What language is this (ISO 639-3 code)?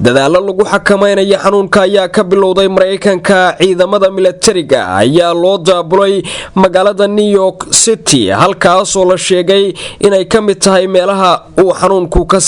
som